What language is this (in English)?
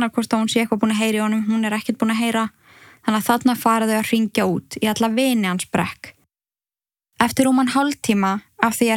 Icelandic